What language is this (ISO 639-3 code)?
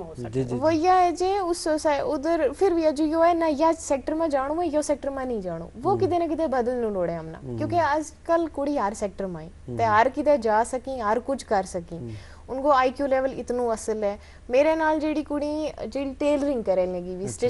gju